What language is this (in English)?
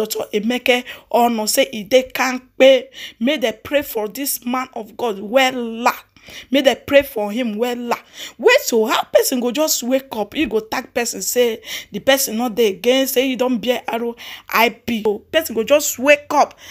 Nigerian Pidgin